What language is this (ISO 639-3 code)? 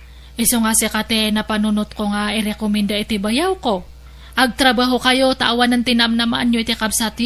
ilo